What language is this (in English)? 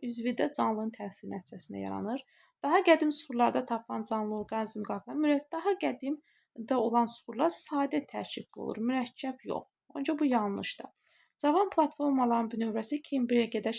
Azerbaijani